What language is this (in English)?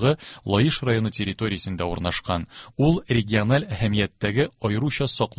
Tatar